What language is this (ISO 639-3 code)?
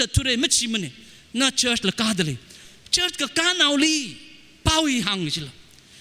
nmf